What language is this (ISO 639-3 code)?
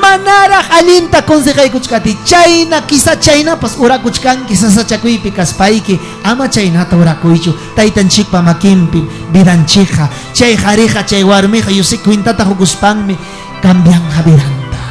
quy